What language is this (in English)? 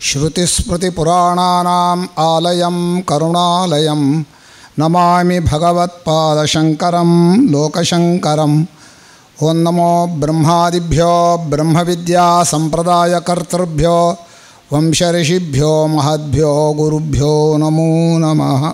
Sanskrit